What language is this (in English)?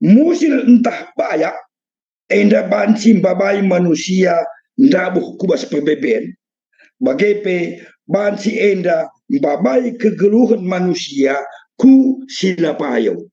Batak Karo